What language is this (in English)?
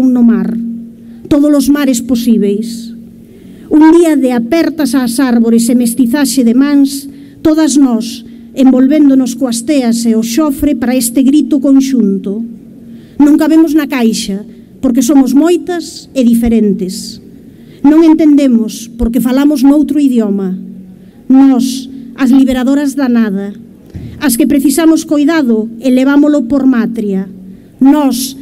Galician